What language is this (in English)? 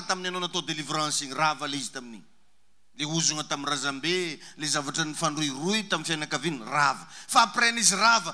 Malagasy